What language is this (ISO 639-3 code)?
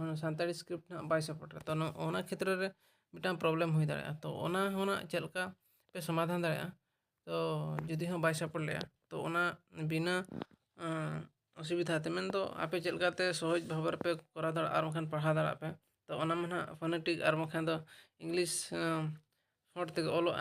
sat